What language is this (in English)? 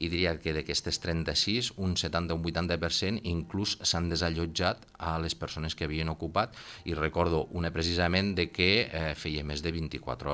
Catalan